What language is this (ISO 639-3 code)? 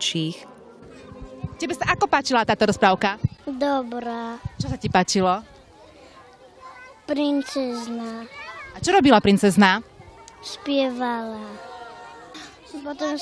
slk